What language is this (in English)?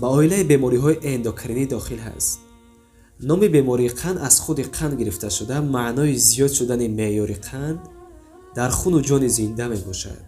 Tajik